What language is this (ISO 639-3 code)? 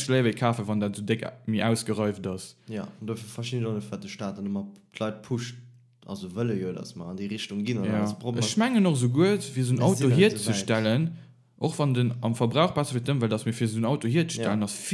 ltz